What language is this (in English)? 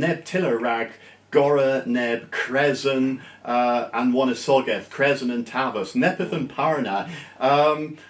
Cornish